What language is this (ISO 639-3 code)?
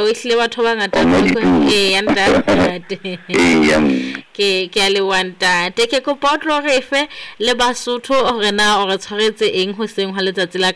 sot